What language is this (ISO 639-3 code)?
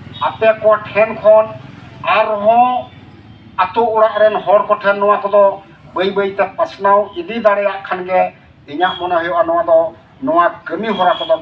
sat